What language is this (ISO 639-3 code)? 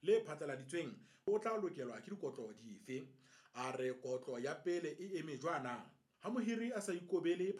sot